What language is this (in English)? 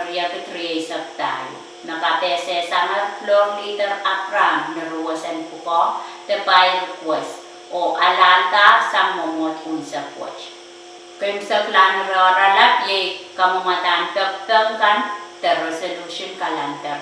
Pohnpeian